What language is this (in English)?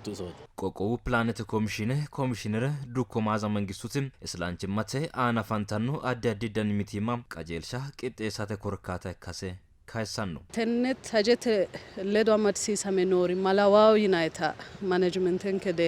Sidamo